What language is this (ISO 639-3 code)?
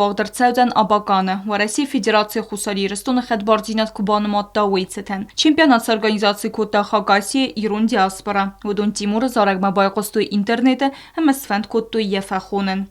oss